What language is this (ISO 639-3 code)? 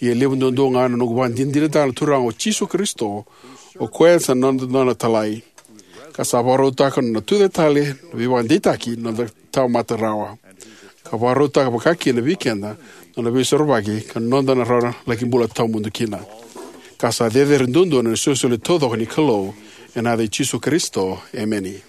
fij